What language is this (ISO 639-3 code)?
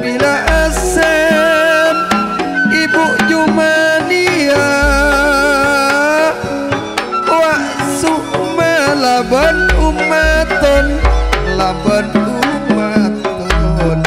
mad